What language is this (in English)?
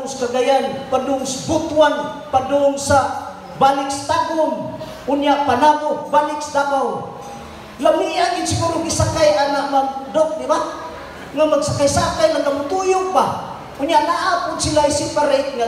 Cebuano